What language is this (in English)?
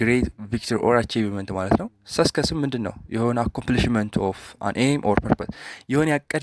Amharic